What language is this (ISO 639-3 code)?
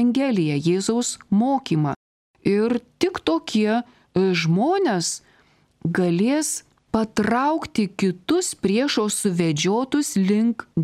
lit